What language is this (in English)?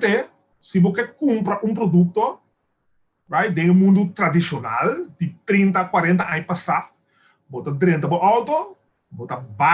Papiamento